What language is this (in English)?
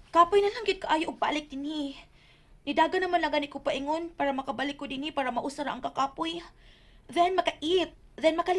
Cebuano